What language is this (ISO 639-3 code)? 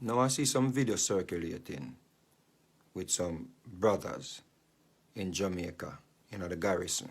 jam